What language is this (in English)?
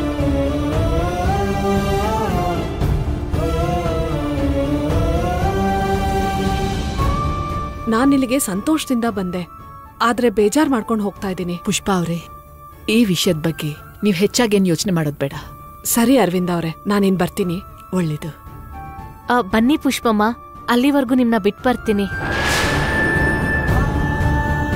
Kannada